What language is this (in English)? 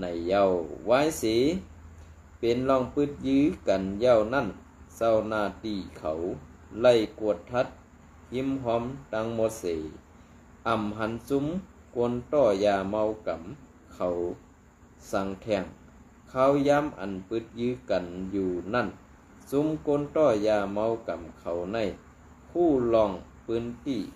Shan